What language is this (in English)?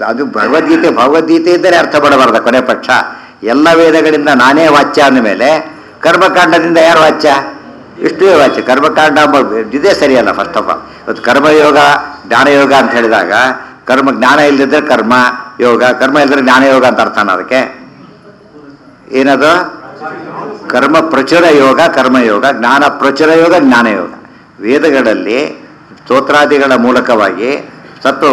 Kannada